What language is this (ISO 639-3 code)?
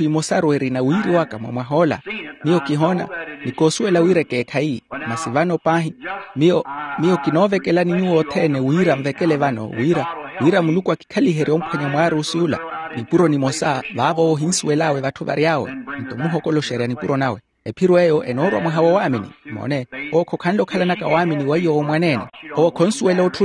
vmw